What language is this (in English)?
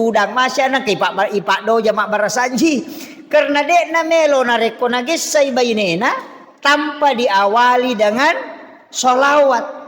Buginese